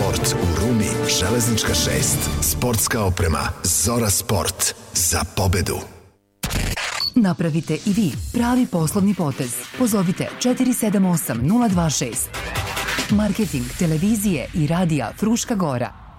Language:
Serbian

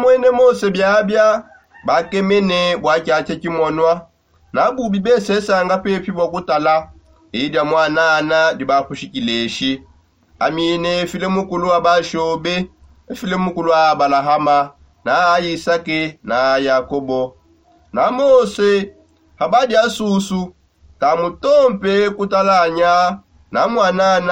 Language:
Songe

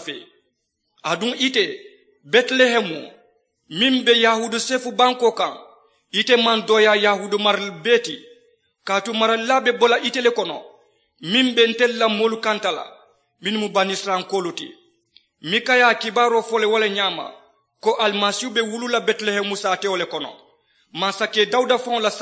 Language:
Mandingo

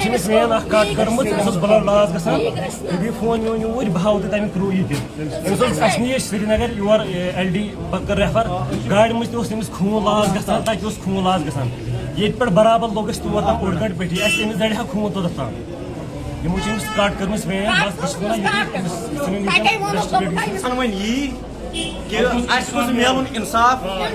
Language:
Kashmiri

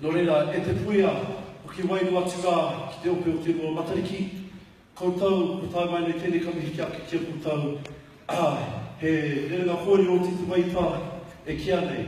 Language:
Māori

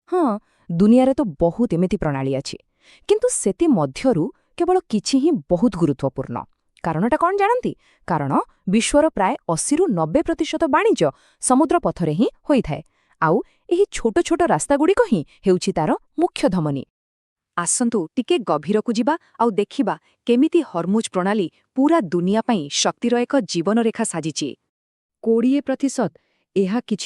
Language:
Odia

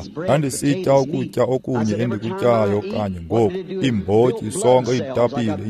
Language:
Xhosa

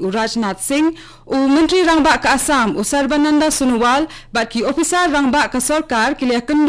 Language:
Khasi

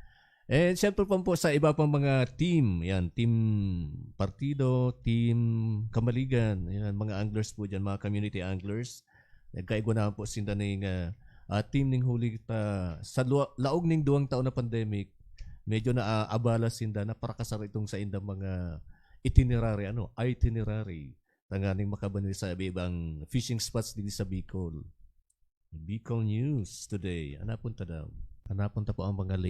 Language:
Bikol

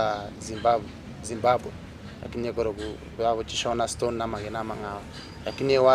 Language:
Gusii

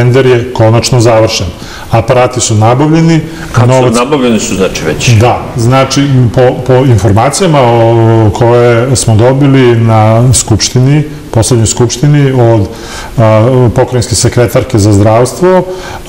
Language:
Serbian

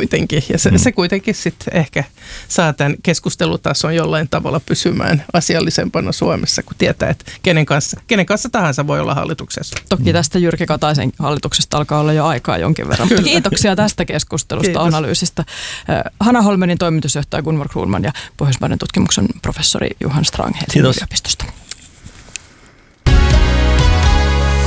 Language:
Finnish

